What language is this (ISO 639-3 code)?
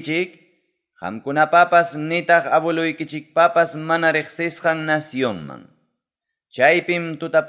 quy